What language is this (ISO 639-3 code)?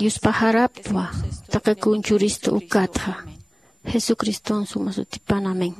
aym